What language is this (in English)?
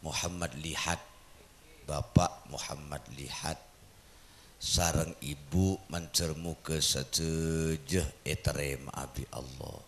Madurese